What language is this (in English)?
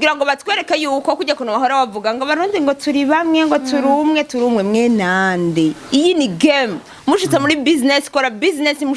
Rundi